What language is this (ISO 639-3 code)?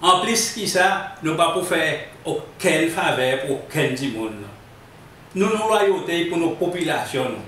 crs